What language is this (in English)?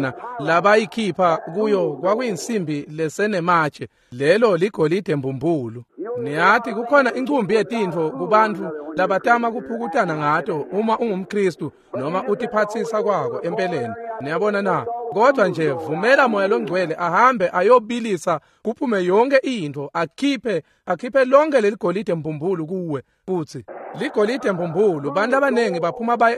Swati